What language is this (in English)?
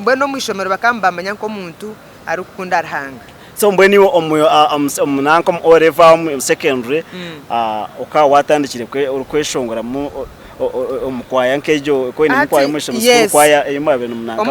Nyankole